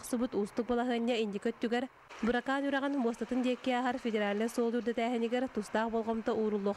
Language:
Yakut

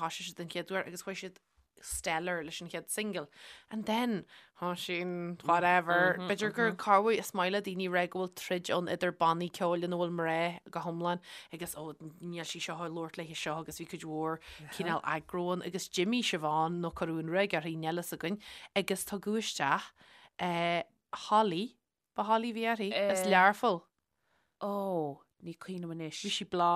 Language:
Irish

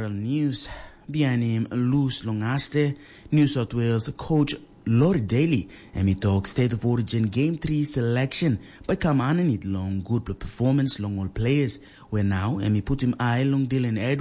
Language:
Tok Pisin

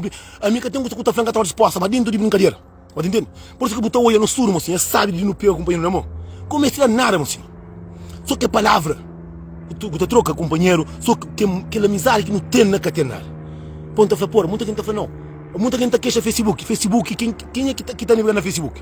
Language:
Kabuverdianu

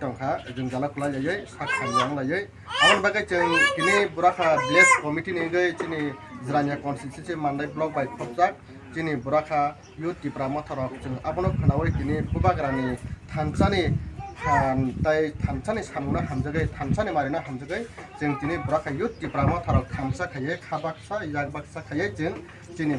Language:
Kok Borok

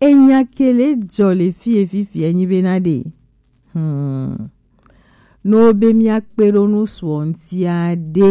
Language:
Gen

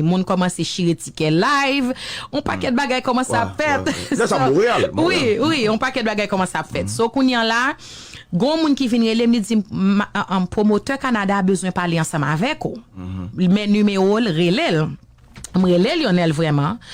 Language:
Haitian Creole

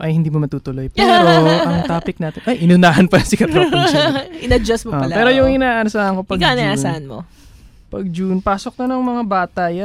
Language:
Filipino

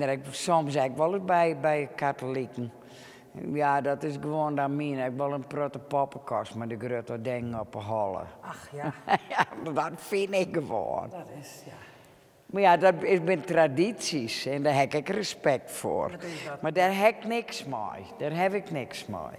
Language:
Western Frisian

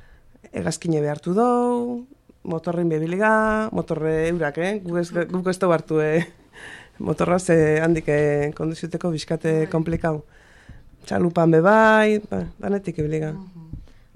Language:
Basque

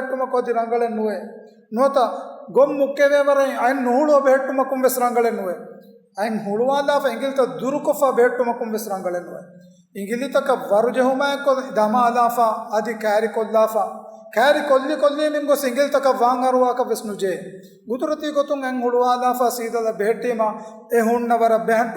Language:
Divehi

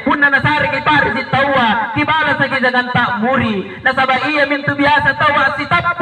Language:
Makasar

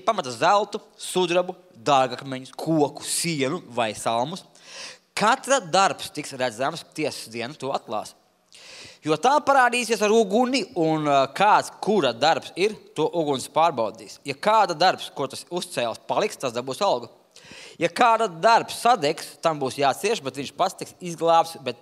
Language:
Latvian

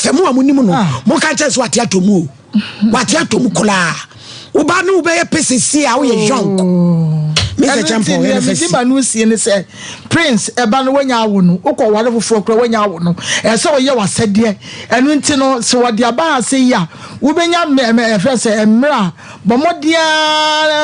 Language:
Akan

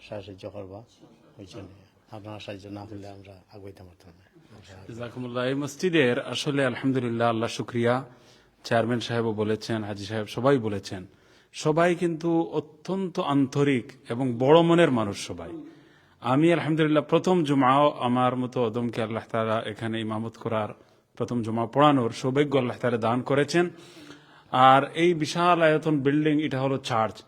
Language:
Sylheti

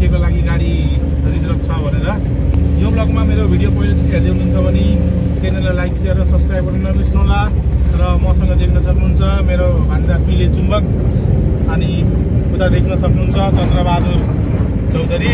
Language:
Nepali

